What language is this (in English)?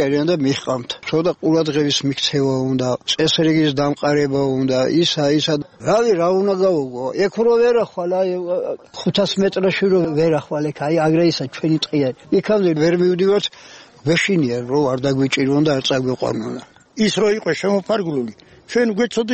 Georgian